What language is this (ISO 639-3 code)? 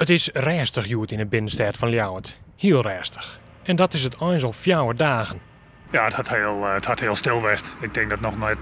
fry